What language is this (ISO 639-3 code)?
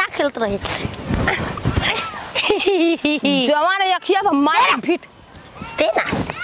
bho